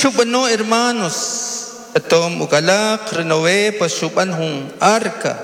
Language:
Kaqchikel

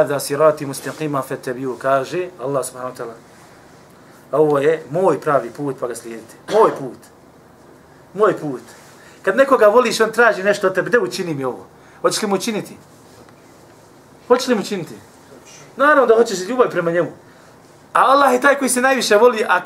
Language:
Bosnian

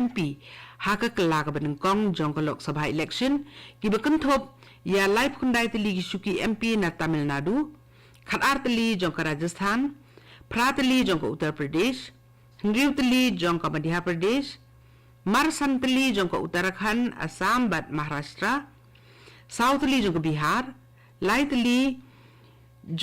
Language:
Khasi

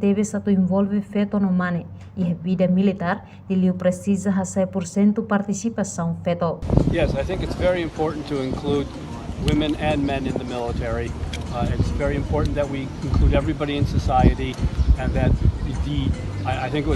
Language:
Tetum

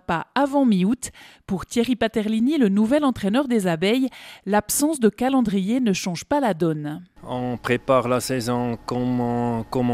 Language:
French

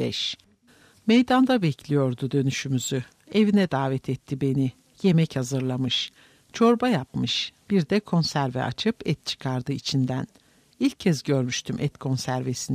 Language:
Turkish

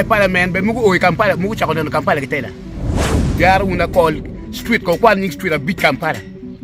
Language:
Acoli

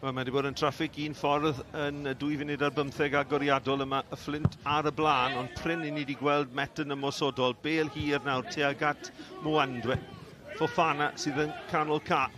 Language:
Welsh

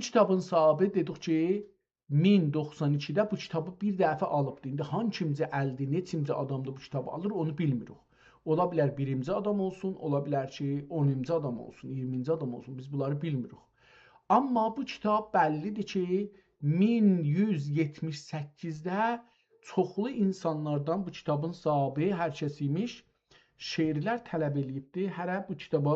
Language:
South Azerbaijani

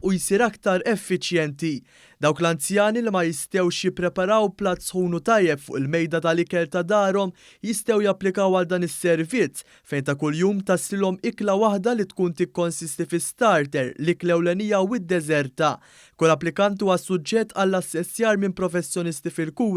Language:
Maltese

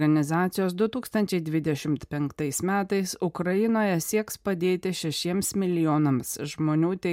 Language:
Lithuanian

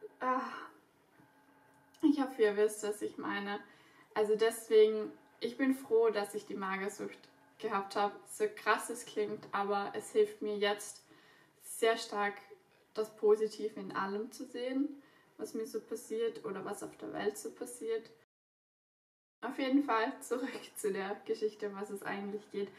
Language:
German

